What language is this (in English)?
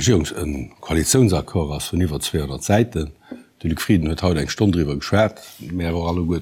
Luxembourgish